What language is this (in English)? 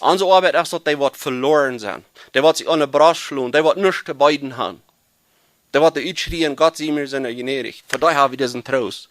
Plautdietsch